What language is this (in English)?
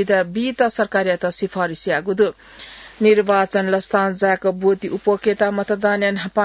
Newari